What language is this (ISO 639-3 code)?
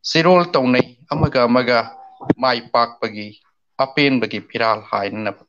mni